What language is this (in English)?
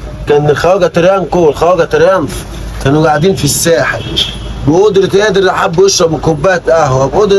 Egyptian Arabic